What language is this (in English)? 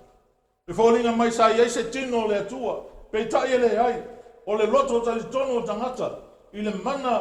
Samoan